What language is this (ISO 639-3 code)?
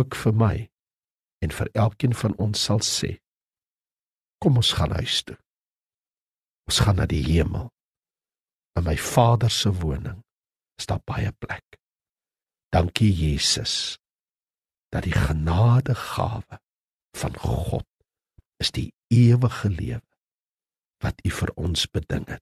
afr